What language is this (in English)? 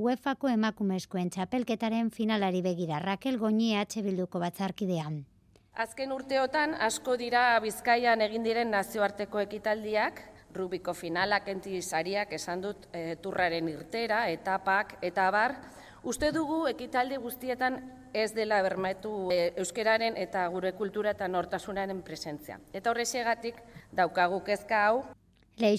Basque